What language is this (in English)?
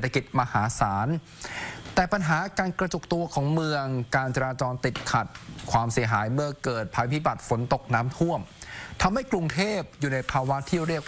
Thai